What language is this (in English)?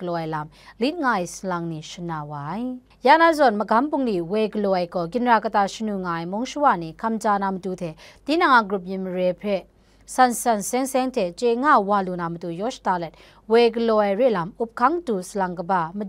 Kachin